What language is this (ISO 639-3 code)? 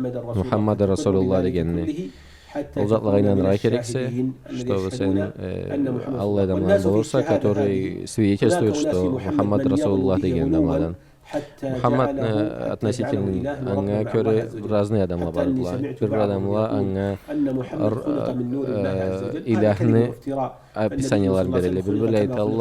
krc